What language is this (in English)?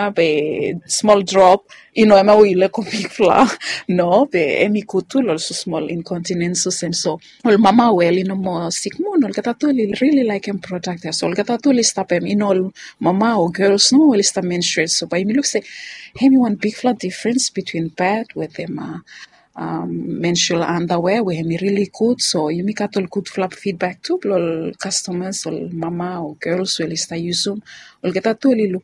Bislama